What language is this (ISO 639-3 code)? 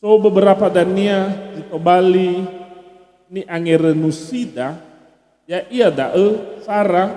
nia